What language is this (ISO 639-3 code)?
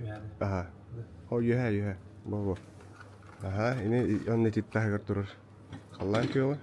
sah